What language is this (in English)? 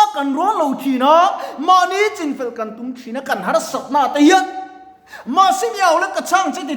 Mizo